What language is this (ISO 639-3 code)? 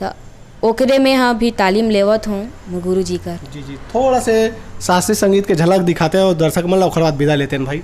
hne